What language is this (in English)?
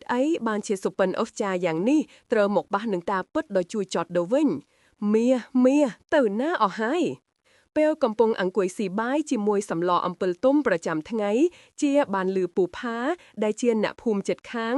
Khmer